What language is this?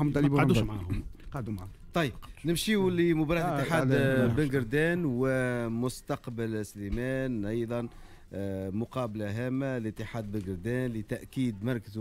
Tunisian Arabic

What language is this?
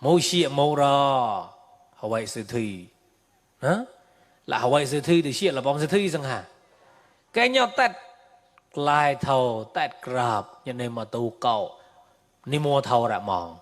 Mon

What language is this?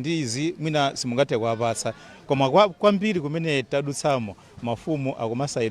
Nyanja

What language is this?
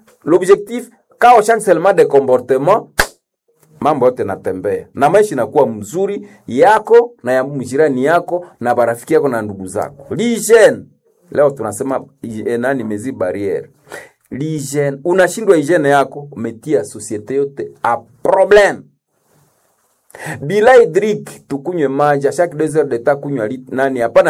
Swahili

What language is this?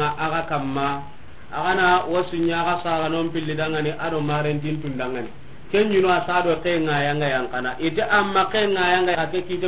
Soninke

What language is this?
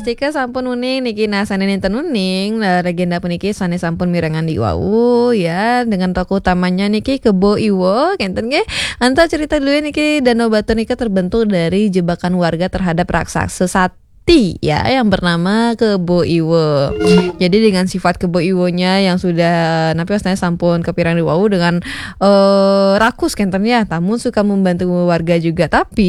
Balinese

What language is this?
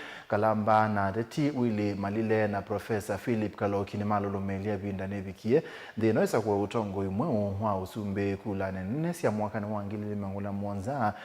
Kamba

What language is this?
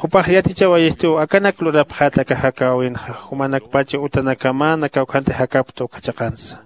Aymara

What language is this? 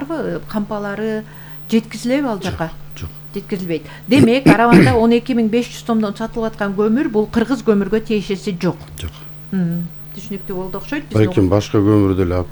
Kyrgyz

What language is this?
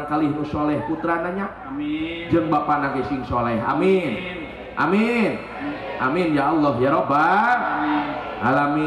Sundanese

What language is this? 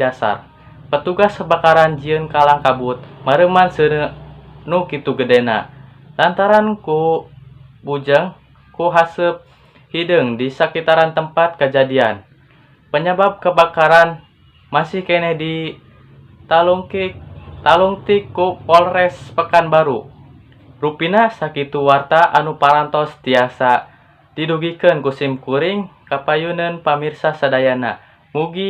Sundanese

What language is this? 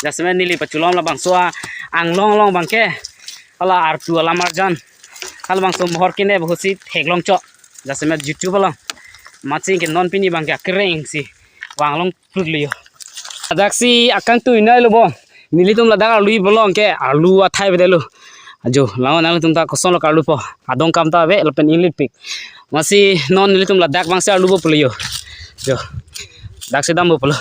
Karbi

